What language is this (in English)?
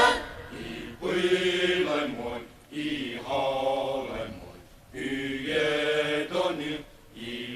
Poumei Naga